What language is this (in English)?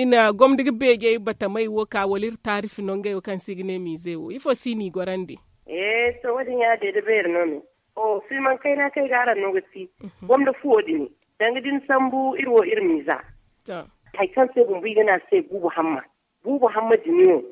Zarma